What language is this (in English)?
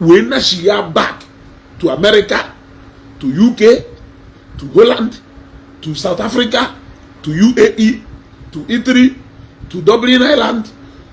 Igbo